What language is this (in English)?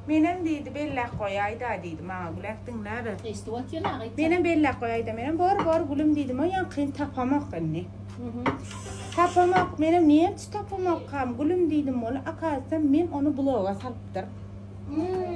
Turkmen